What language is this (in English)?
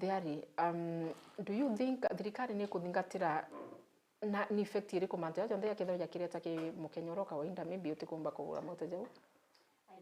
Meru